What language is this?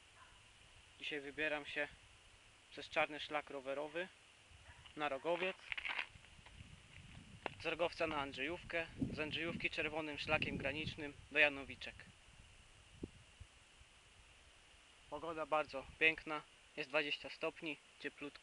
Polish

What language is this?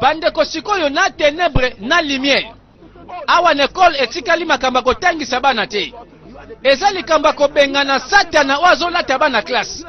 Lingala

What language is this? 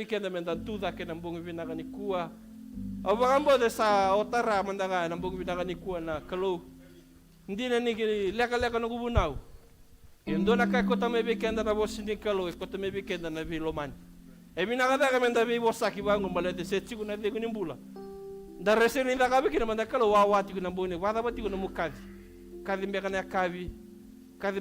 Fijian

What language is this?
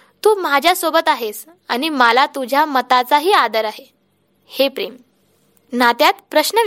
Marathi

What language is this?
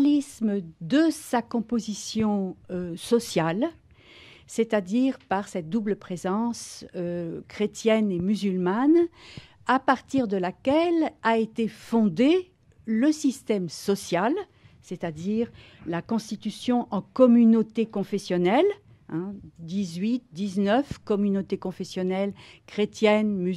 French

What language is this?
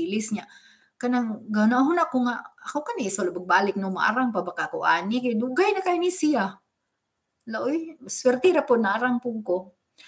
Cebuano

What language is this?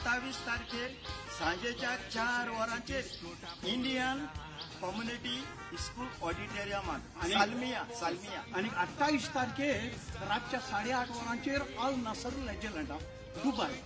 Konkani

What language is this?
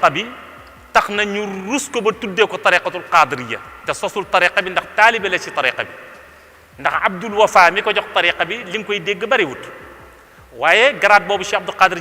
Wolof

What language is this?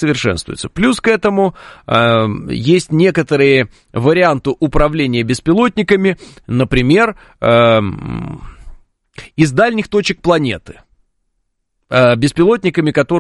Russian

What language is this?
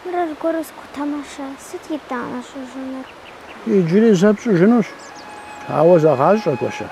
Kabardian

